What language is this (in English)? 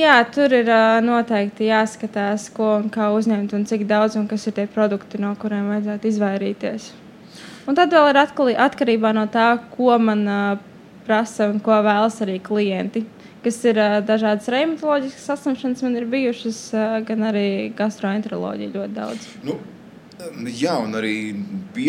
Latvian